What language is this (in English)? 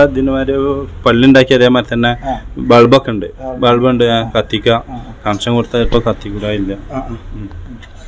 Malayalam